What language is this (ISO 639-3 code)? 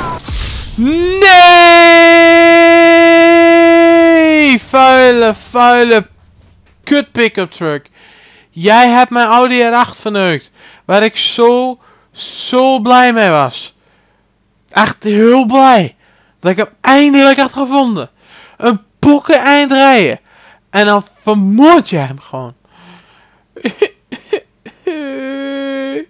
nld